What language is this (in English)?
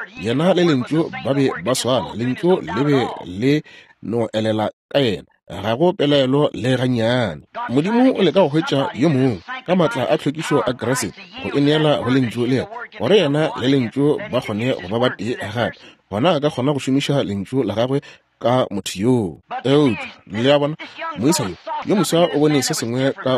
Northern Sotho